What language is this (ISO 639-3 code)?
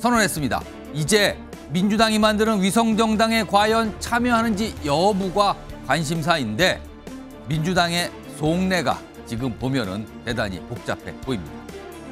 kor